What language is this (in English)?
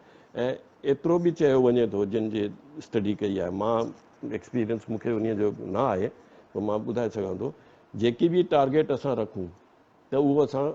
Sindhi